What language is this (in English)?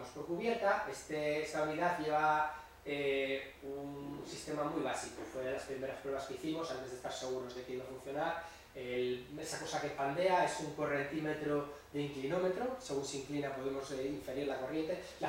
Spanish